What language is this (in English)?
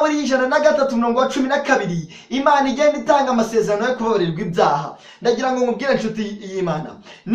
Kinyarwanda